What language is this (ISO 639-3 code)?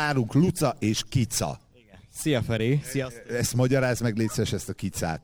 hun